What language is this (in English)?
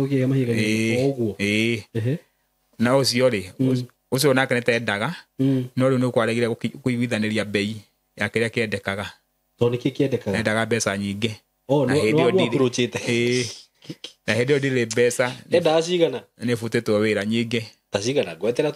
Kikuyu